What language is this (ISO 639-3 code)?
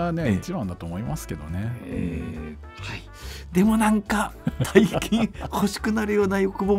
jpn